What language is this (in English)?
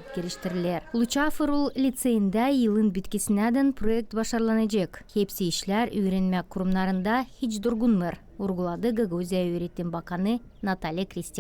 Gagauz